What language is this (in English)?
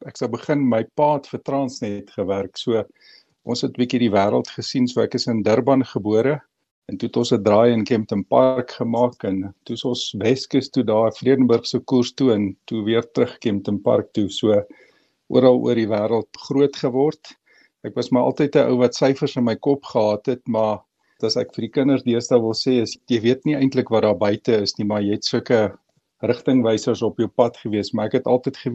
Afrikaans